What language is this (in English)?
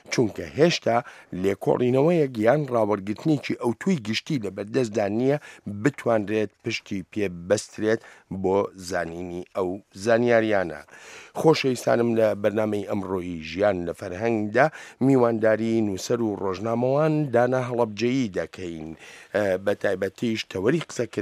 Central Kurdish